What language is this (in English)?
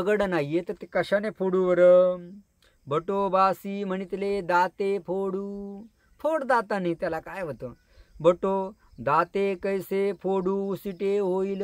Marathi